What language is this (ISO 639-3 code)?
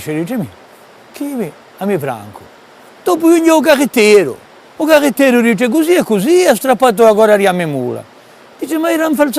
cos